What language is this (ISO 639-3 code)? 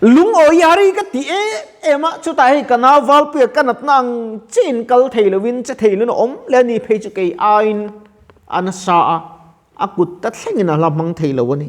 lus